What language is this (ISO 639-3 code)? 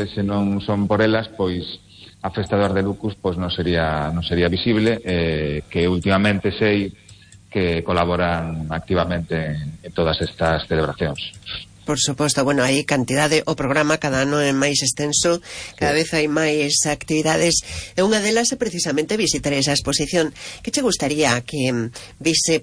glg